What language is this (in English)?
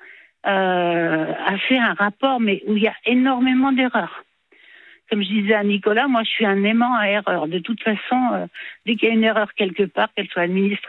French